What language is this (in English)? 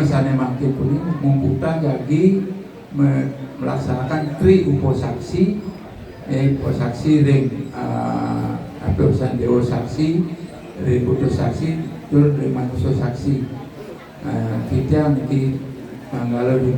Balinese